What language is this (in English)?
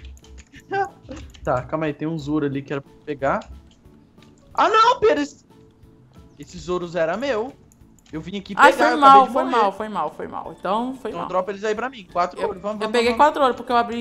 Portuguese